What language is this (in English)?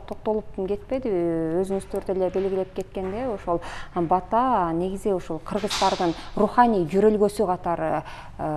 Kyrgyz